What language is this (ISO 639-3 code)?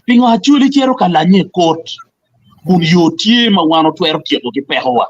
ach